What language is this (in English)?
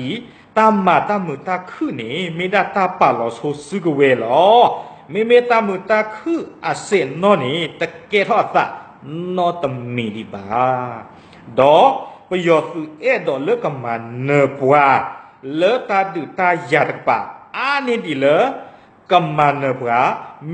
S'gaw Karen